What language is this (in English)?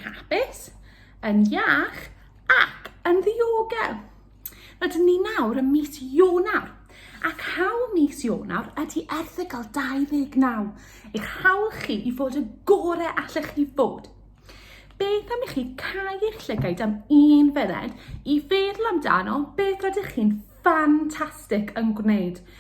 Welsh